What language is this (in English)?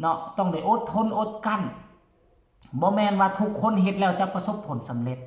Lao